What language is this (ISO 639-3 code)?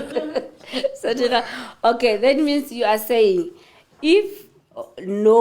sot